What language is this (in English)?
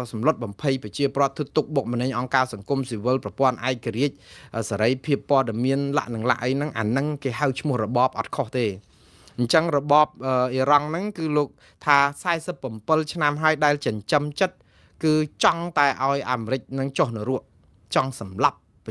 Khmer